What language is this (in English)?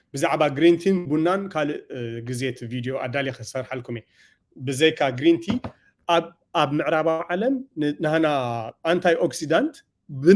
Tigrinya